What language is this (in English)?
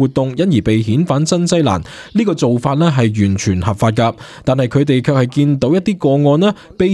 Cantonese